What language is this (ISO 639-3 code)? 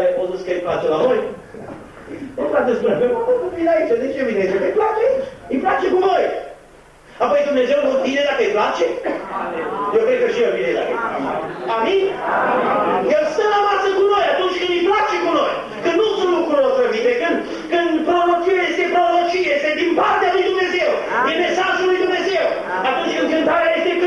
ron